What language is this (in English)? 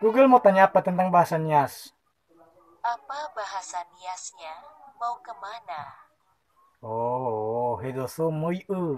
Nias